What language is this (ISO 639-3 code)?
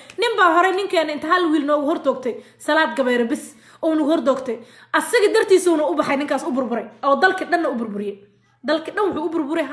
som